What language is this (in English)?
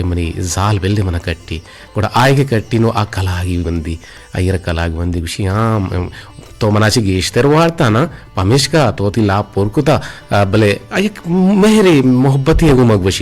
Eastern Balochi